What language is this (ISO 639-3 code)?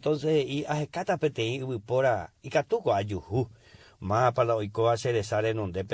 grn